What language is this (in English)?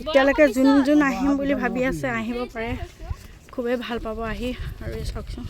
Assamese